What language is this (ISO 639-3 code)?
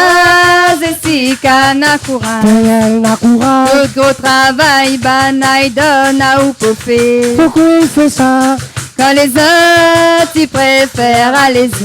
rcf